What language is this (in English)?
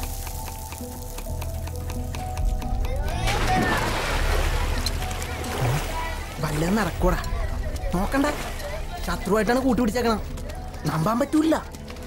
Malayalam